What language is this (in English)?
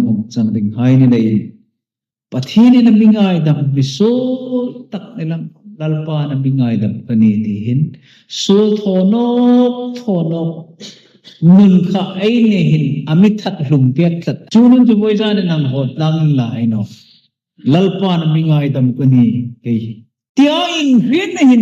Hmar